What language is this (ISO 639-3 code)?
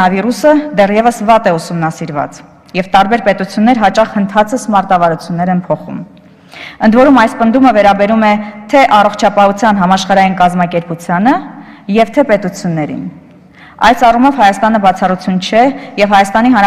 hye